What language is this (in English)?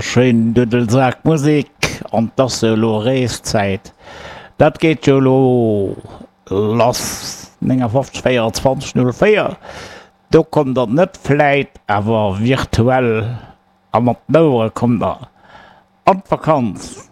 Luxembourgish